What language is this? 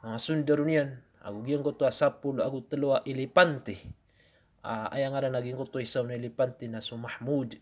Maranao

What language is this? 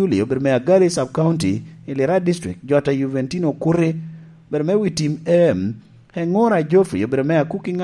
Lango (Uganda)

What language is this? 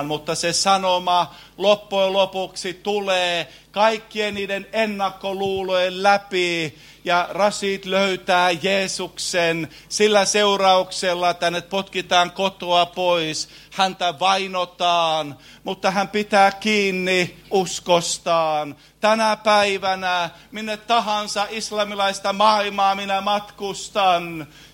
Finnish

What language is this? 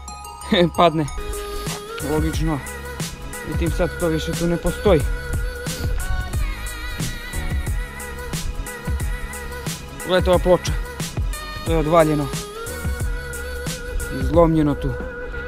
Serbian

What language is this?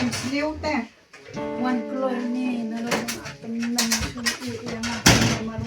Khasi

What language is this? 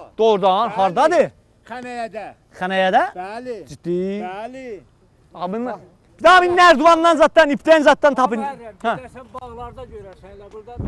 South Azerbaijani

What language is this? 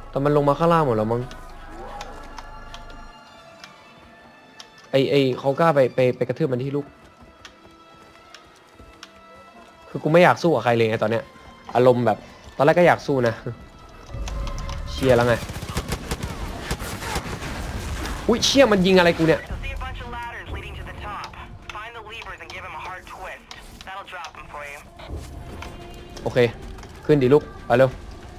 Thai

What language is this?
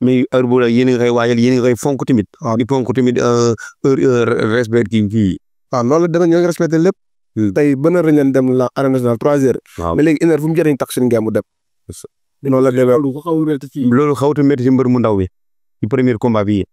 Wolof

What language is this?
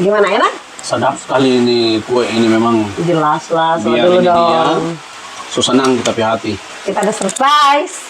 Manado Malay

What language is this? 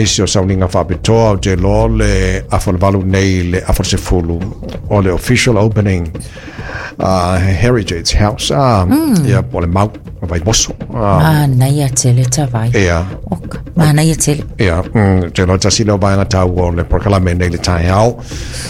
Samoan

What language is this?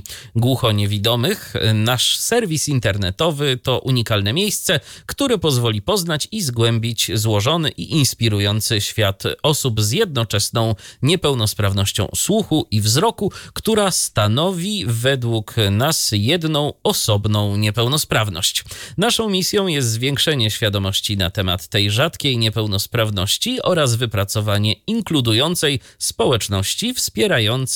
Polish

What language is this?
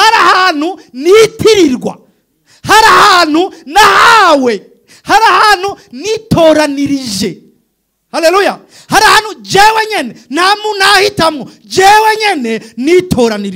Rundi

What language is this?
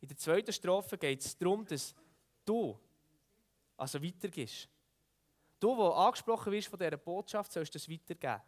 Swiss German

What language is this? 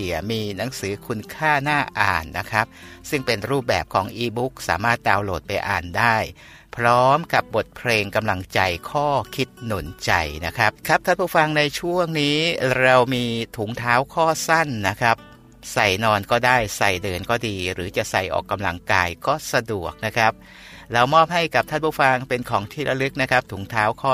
Thai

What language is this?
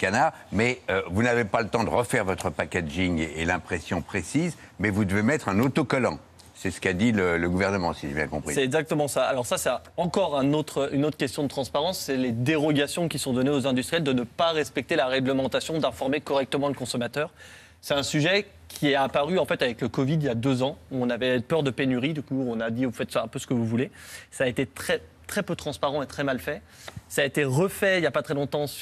French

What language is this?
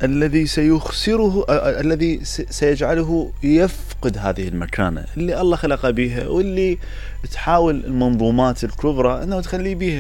Mesopotamian Arabic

